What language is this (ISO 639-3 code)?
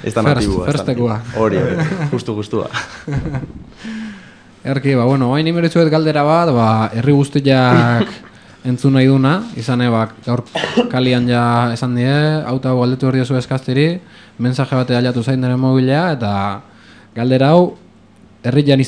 eus